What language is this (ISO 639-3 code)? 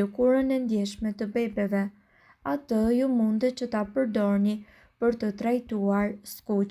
sqi